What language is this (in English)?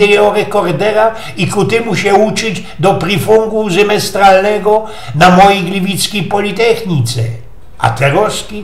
Silesian